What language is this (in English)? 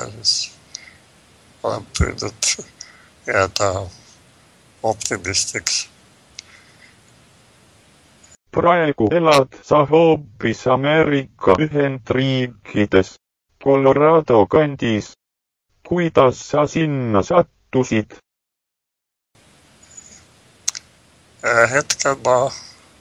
Estonian